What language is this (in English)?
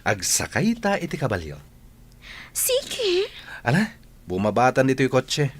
Iloko